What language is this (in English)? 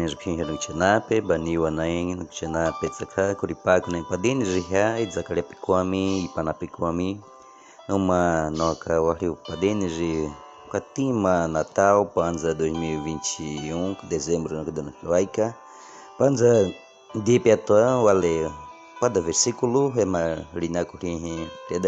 Baniwa